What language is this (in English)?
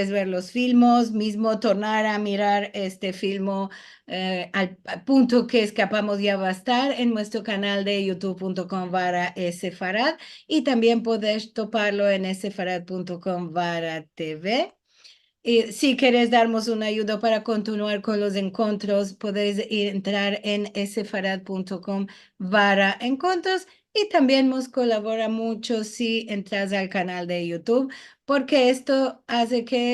Ladino